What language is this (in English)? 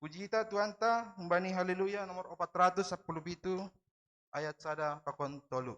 Batak Simalungun